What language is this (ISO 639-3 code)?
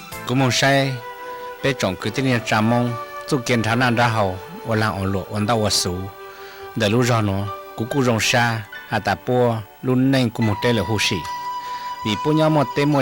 hmn